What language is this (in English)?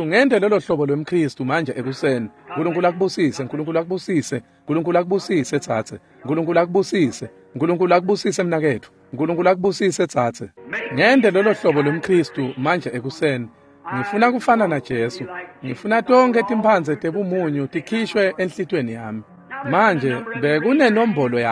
Swati